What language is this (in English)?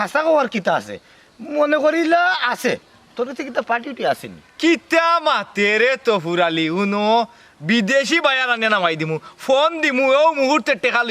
Sylheti